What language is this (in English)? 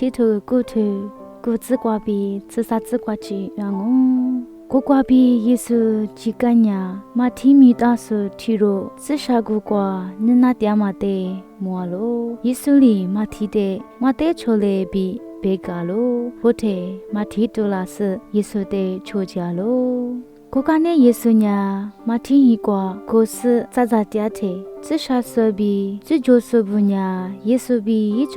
Lisu